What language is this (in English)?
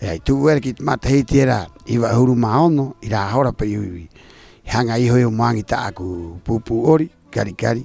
Rapanui